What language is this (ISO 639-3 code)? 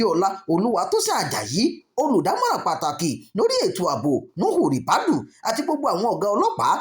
yor